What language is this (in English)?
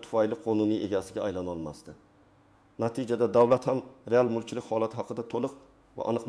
Uzbek